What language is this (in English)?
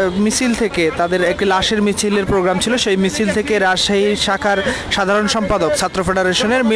Bangla